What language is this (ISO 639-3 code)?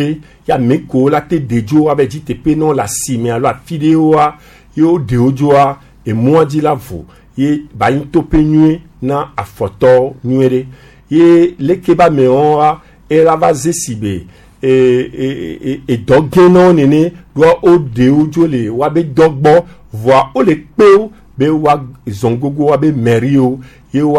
gej